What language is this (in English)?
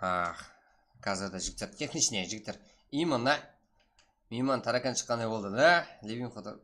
Kara-Kalpak